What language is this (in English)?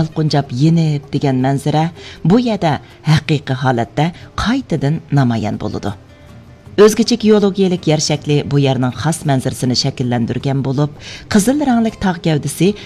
Uyghur